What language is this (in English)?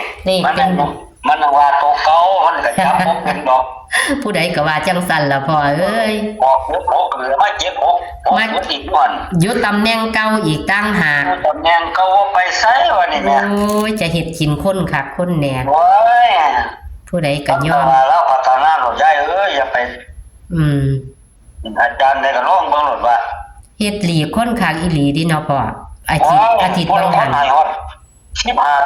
Northeastern Thai